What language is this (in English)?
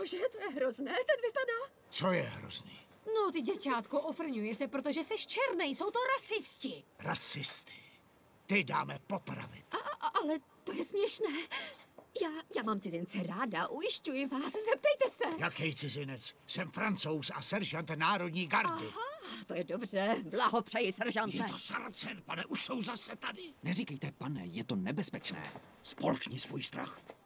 Czech